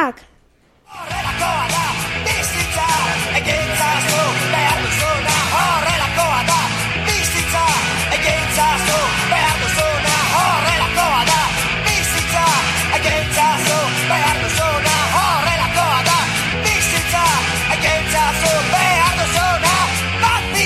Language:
Basque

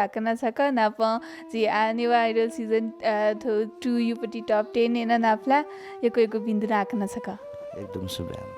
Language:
Newari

